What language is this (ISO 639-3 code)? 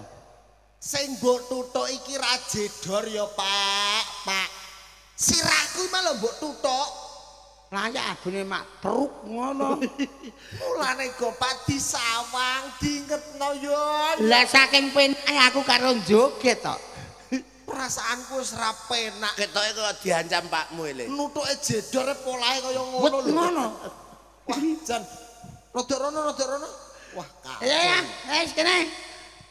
jav